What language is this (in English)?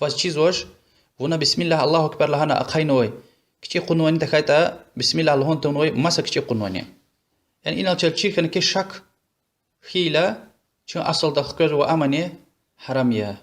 Lezghian